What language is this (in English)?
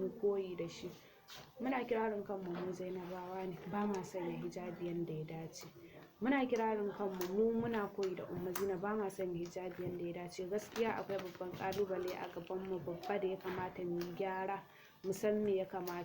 Hausa